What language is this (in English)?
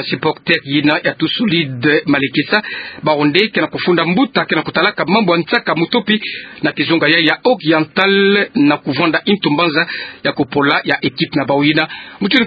Kituba (Democratic Republic of Congo)